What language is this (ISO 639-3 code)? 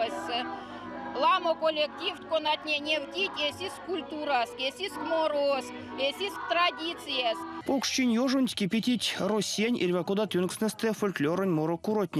myv